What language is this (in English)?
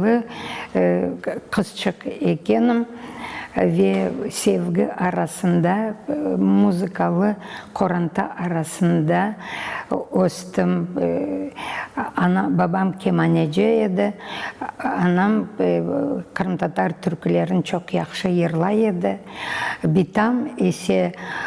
Crimean Tatar